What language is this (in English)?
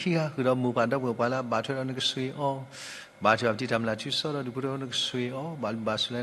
S'gaw Karen